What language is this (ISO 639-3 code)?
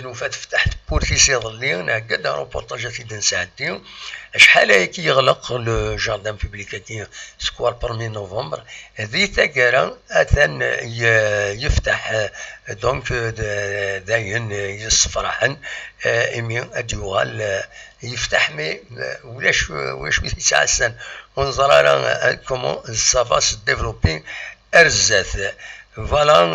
kab